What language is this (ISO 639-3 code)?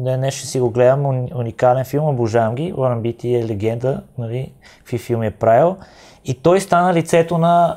bul